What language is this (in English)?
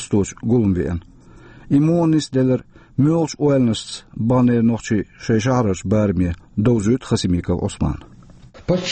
Chechen